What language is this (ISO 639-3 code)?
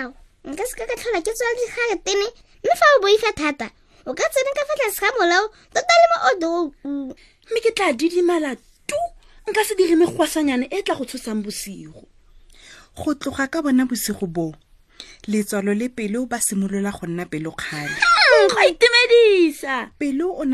tsn